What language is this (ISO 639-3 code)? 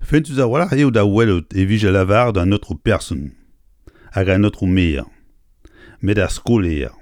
bre